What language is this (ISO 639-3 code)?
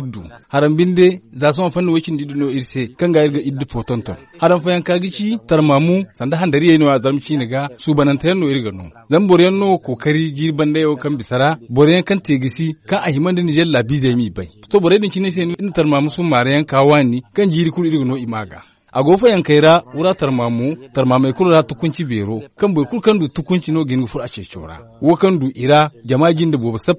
dje